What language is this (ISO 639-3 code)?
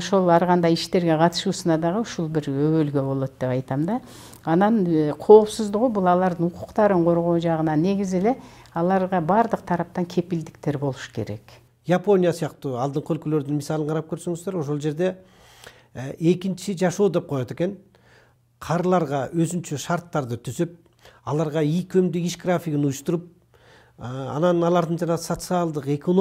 kir